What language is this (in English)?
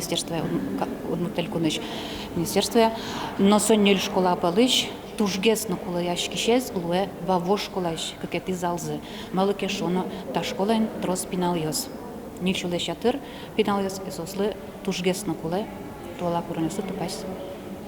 Udmurt